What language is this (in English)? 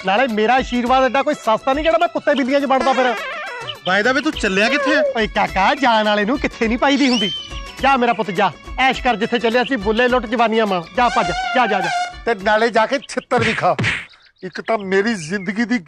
Punjabi